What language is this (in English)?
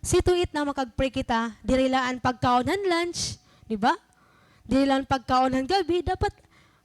Waray